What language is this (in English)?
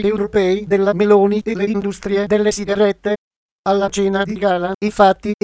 Italian